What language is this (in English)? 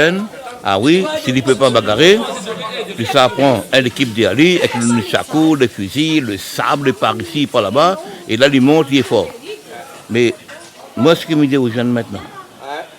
Réunion Creole French